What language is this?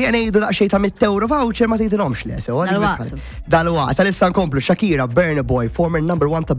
Maltese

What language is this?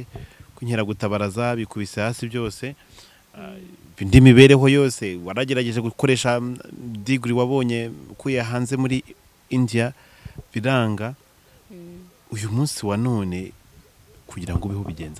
Kinyarwanda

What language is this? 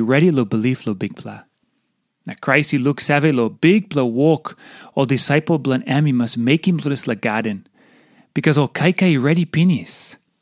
Tok Pisin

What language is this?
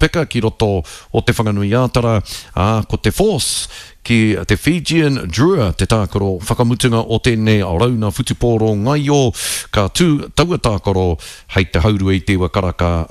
Māori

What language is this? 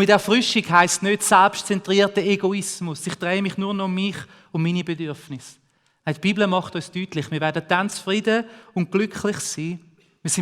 Swiss German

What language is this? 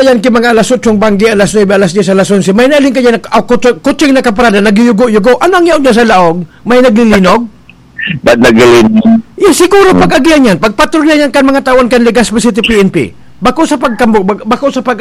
Bikol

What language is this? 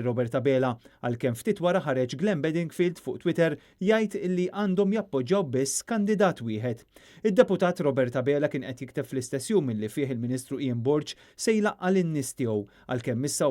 Maltese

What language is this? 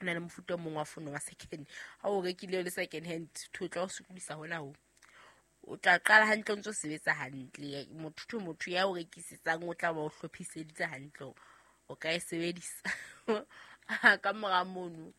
Southern Sotho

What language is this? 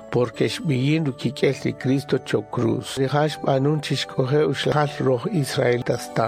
Kaqchikel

